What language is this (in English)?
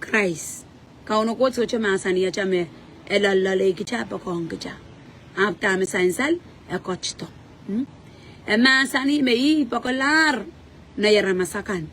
Pohnpeian